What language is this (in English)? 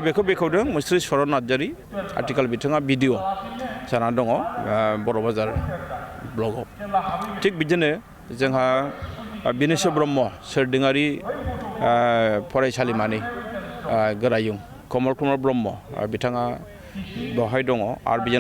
Bodo